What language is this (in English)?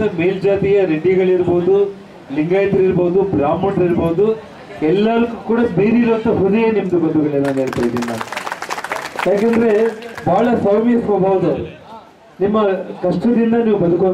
Kannada